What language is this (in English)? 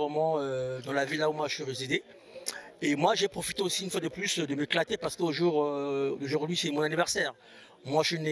French